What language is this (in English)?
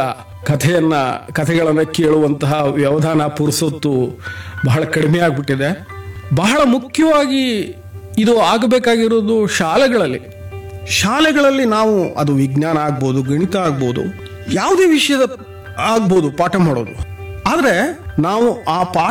Kannada